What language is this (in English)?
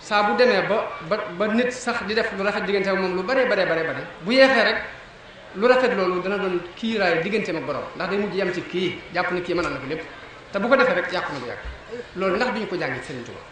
Wolof